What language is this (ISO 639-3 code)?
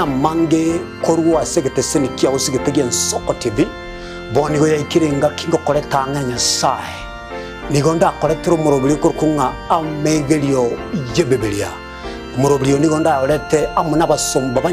guz